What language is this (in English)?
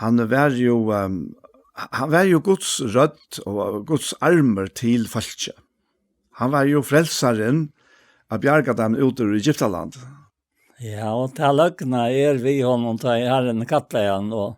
Faroese